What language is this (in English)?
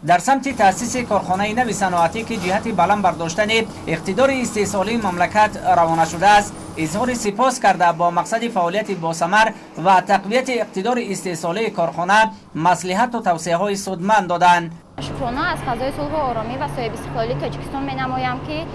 Tajik